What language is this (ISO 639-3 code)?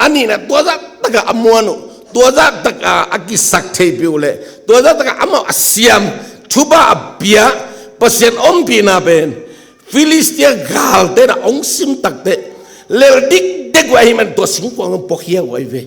ctd